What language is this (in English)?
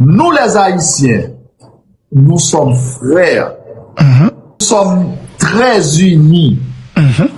Haitian Creole